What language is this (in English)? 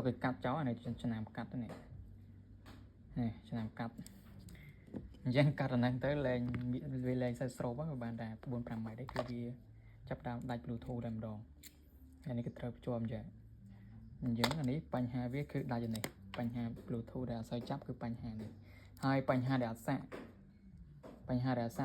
Khmer